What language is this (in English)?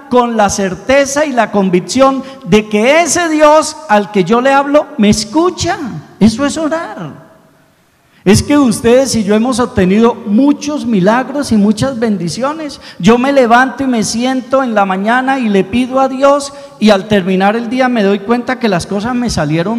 Spanish